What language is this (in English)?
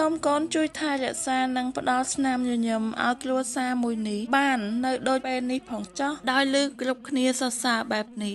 Khmer